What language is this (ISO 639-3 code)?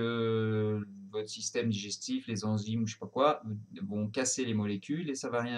fra